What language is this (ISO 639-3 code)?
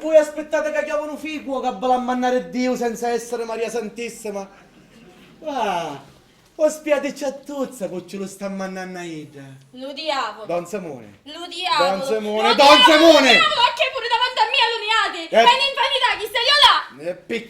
scn